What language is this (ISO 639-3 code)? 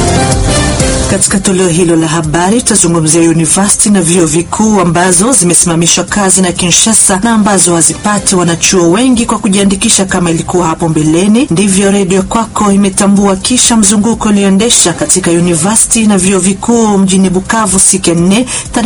swa